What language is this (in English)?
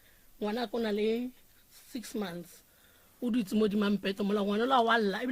Northern Sotho